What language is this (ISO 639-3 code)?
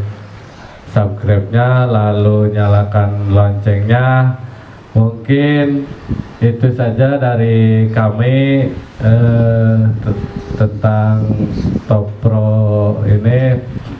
ind